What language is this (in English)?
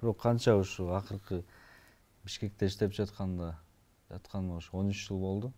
Kyrgyz